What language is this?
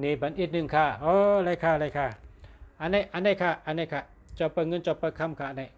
Shan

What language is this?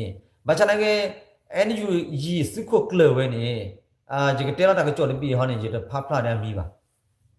S'gaw Karen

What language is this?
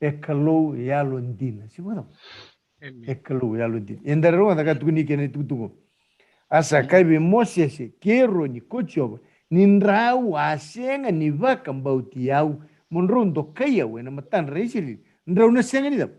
Fijian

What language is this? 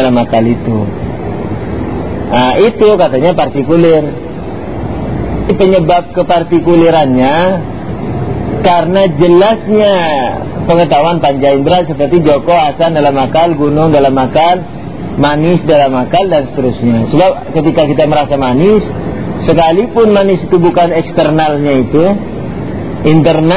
Indonesian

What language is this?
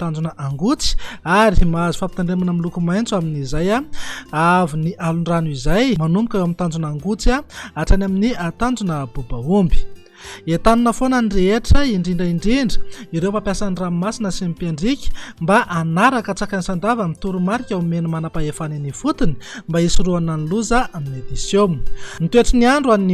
Malagasy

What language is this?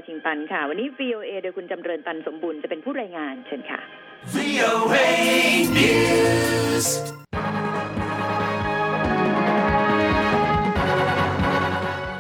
Thai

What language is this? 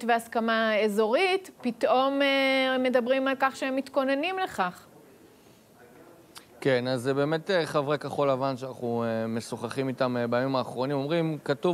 Hebrew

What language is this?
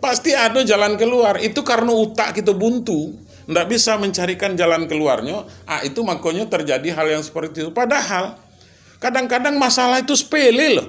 Minangkabau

